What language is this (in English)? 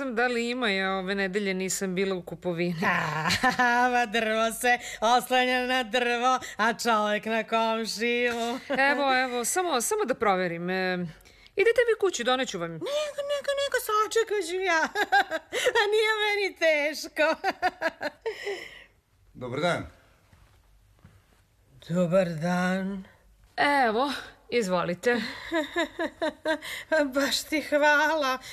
Serbian